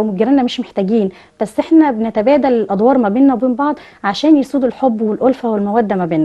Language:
Egyptian Arabic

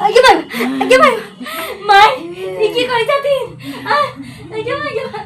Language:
Maithili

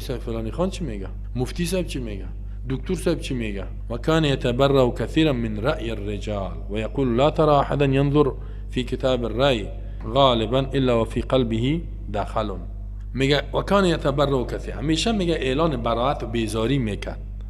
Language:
Persian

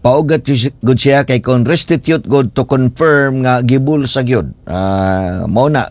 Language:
Cebuano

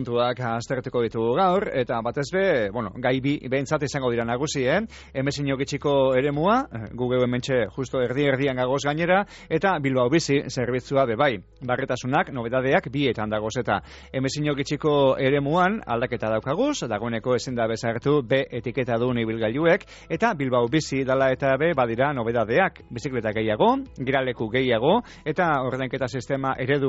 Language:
Basque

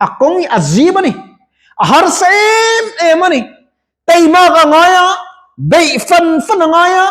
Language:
Mizo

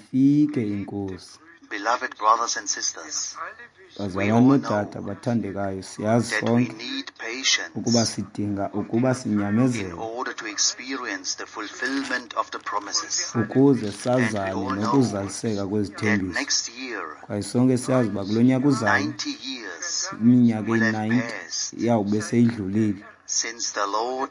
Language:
Xhosa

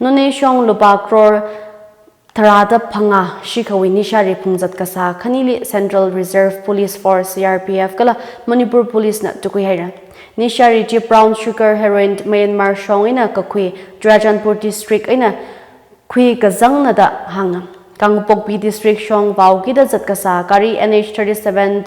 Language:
Tangkhul Naga (India)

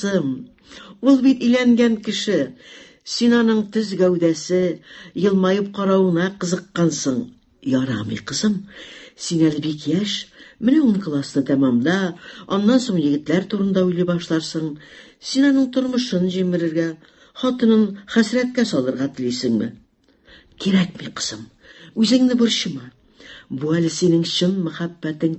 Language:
Tatar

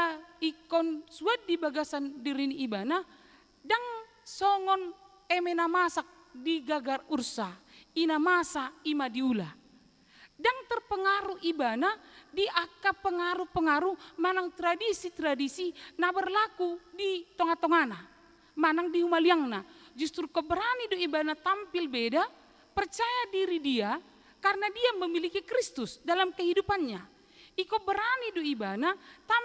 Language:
Batak Toba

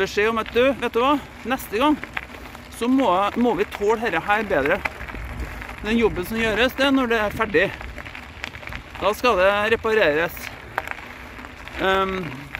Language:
Norwegian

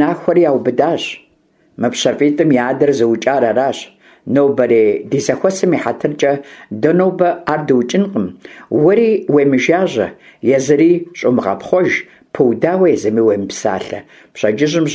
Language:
Kabardian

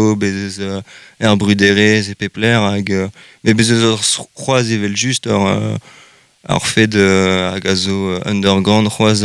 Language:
Breton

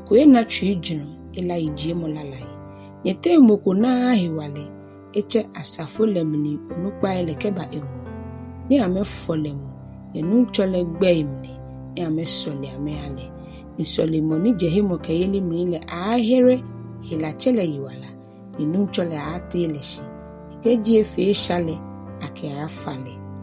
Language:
Ga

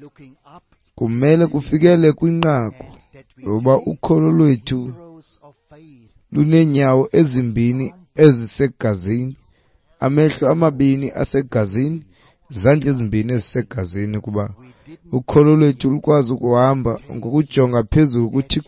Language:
Xhosa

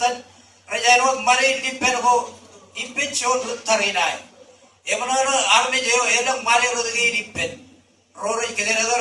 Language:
Marshallese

